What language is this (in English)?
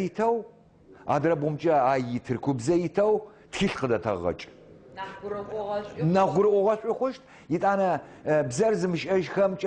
Adyghe